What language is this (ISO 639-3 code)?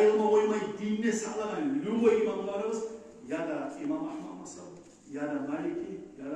kum